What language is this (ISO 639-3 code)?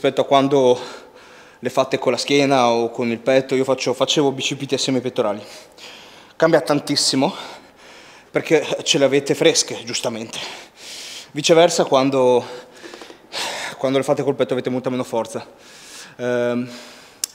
ita